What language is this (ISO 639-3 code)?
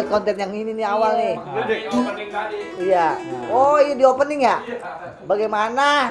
bew